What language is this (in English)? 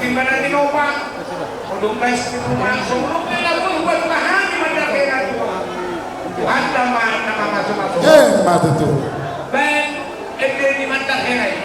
Batak Simalungun